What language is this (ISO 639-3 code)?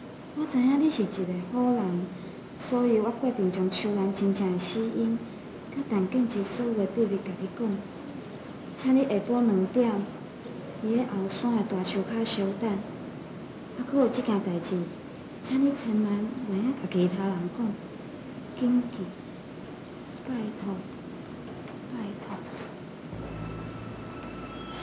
nan